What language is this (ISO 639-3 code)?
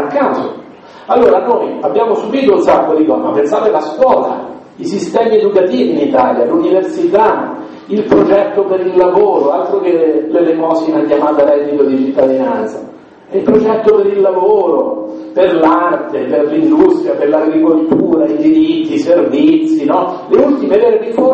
ita